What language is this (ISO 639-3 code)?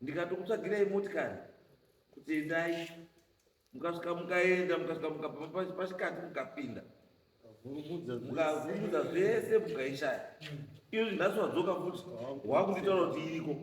sna